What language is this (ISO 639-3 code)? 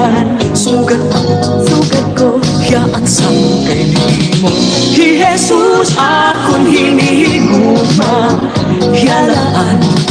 war